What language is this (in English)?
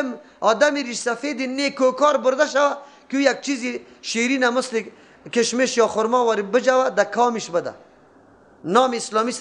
Persian